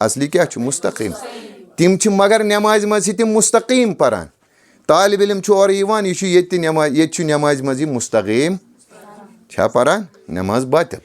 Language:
Kashmiri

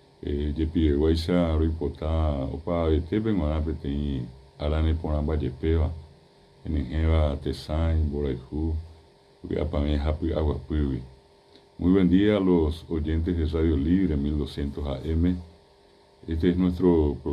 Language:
Guarani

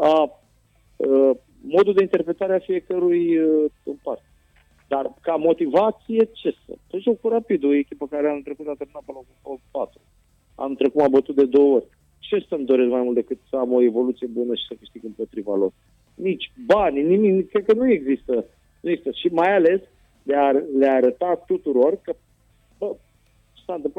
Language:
Romanian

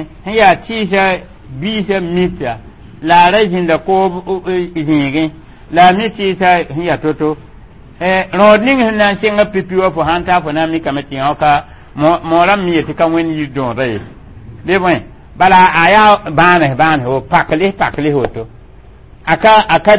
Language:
Mossi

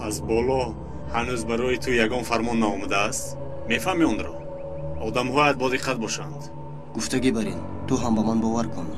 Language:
Tajik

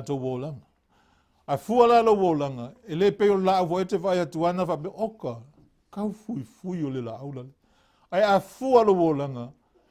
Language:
Samoan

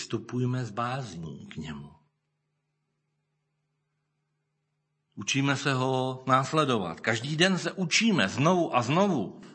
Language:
Czech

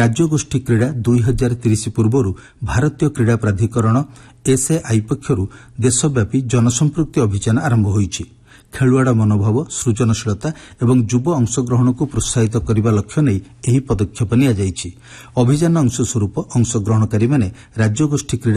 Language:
Odia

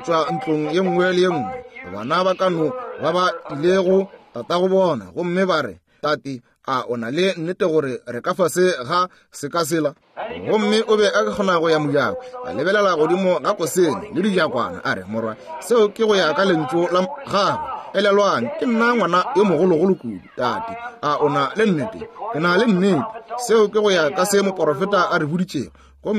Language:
Northern Sotho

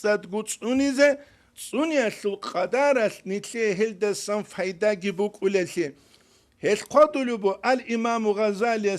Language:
Avaric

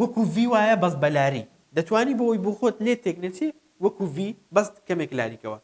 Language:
Central Kurdish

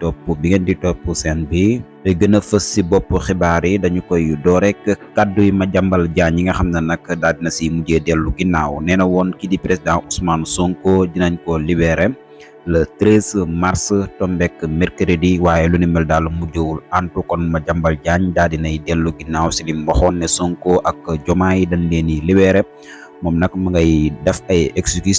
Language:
Wolof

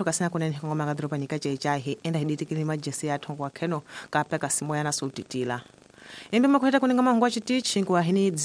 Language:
Tsonga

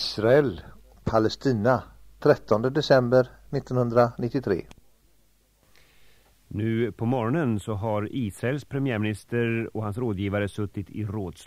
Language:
Swedish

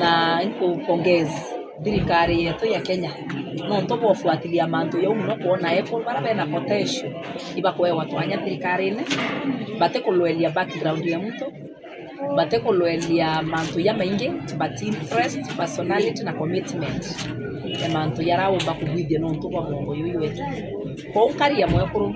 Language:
Meru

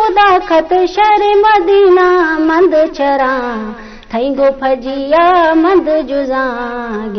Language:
Eastern Balochi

